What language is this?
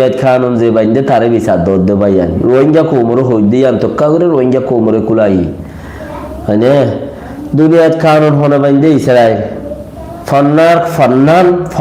Rohingya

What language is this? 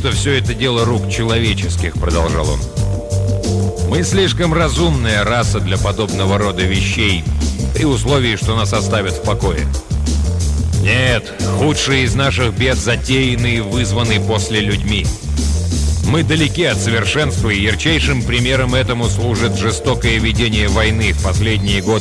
Russian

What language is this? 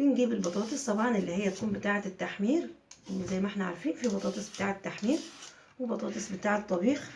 Egyptian Arabic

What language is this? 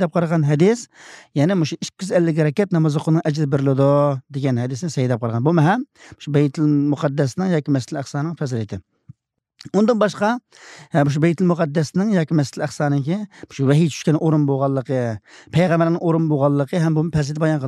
Uyghur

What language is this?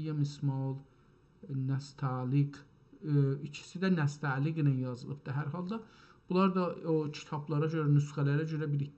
South Azerbaijani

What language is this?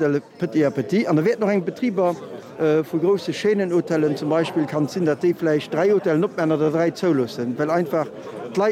Luxembourgish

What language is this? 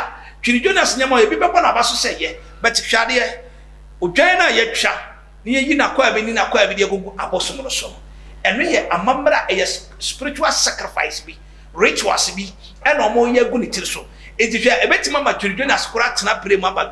Akan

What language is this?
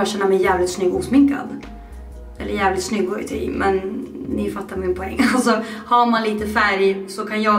Swedish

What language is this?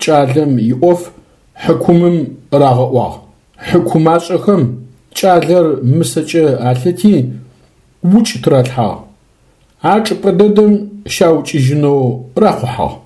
Adyghe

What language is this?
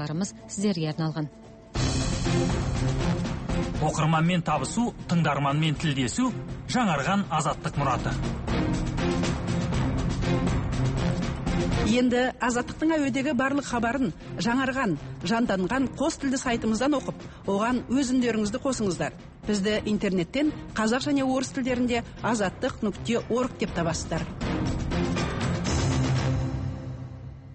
Kazakh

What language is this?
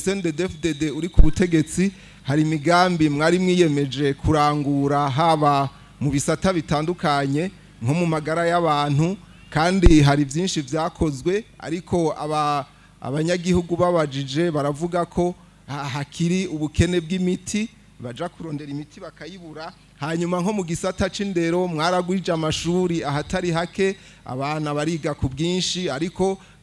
Rundi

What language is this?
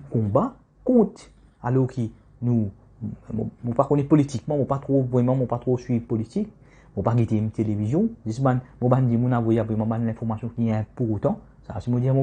Morisyen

